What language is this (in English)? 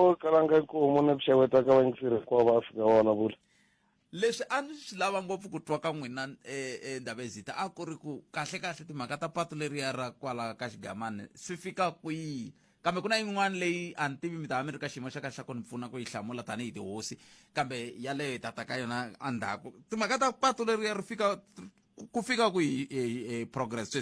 Tsonga